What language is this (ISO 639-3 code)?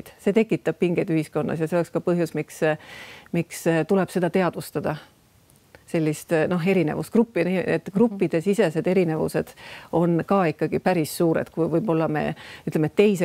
est